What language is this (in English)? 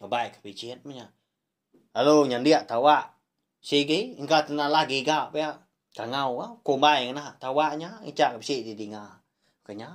Iban